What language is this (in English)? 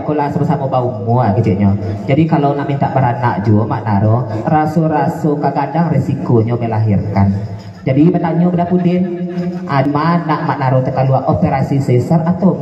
Minangkabau